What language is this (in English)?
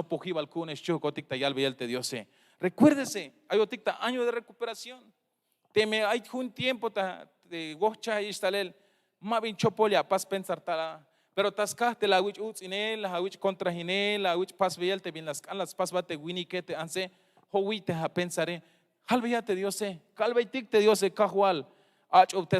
Tzeltal